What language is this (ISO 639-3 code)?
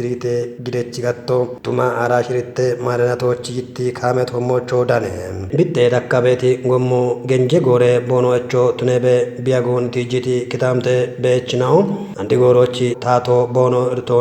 kbr